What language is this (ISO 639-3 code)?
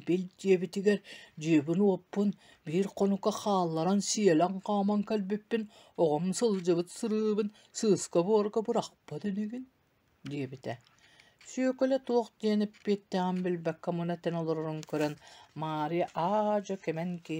sah